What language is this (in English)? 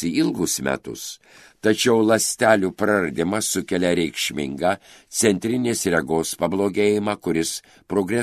Lithuanian